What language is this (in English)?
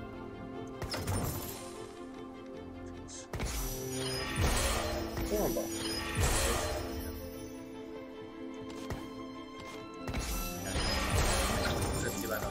Chinese